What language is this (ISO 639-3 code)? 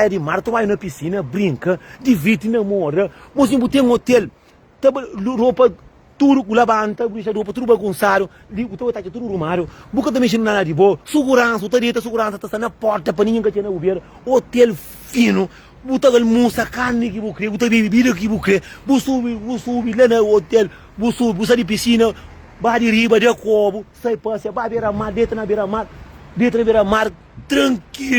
kea